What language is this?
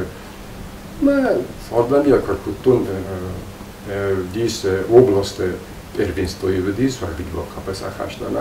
Ossetic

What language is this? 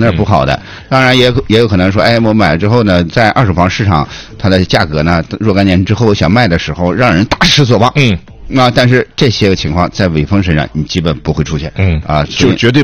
Chinese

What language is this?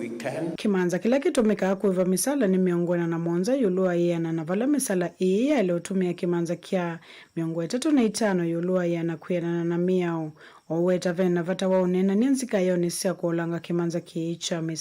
Kamba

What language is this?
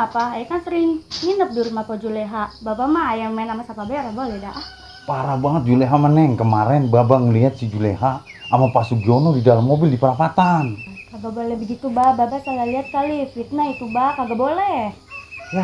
Betawi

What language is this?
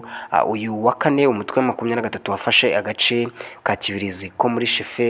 Kinyarwanda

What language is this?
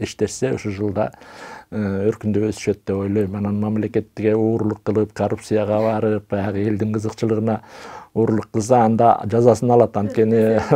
Kyrgyz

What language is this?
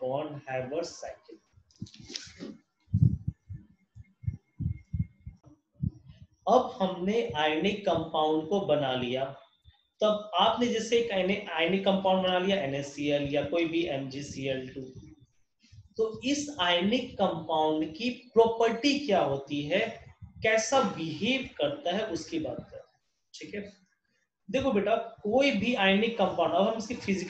Hindi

